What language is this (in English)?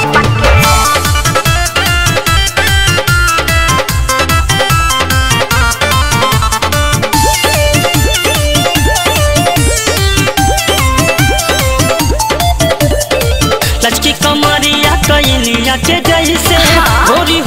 Bhojpuri